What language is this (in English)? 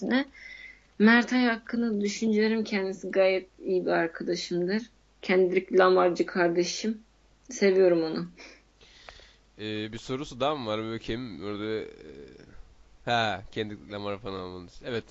Turkish